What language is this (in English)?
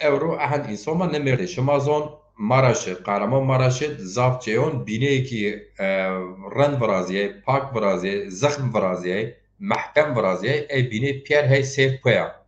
Zaza